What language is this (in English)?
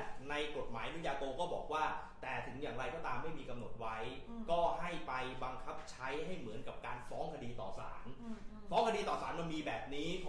Thai